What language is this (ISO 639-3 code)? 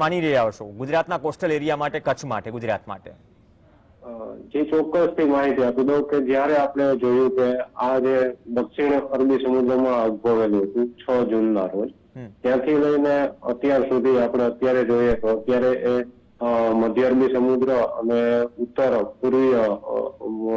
guj